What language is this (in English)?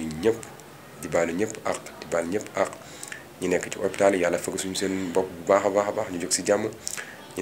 Wolof